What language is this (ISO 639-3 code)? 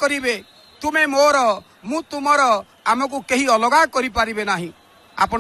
ori